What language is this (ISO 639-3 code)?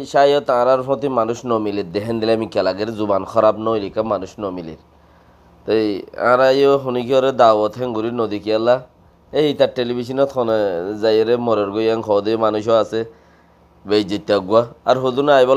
rhg